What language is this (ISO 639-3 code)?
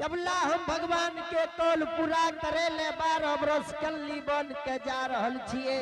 anp